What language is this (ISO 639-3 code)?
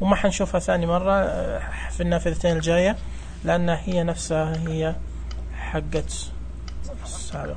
ars